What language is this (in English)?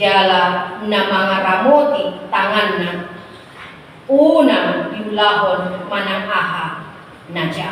Batak Toba